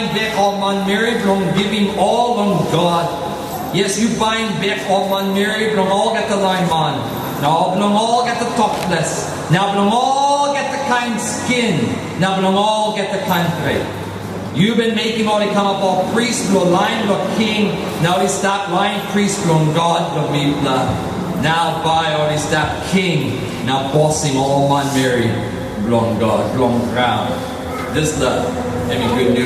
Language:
Tok Pisin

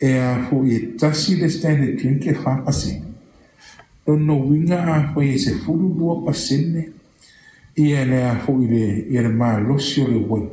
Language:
Samoan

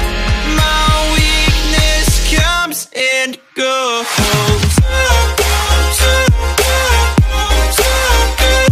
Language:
English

